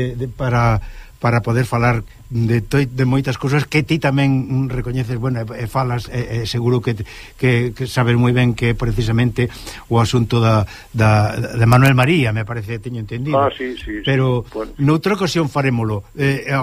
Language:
Galician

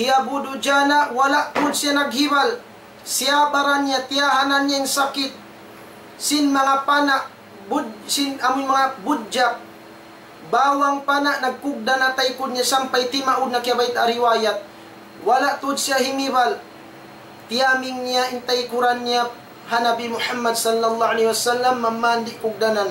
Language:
Tausug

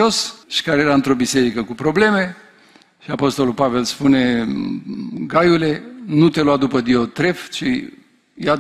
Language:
Romanian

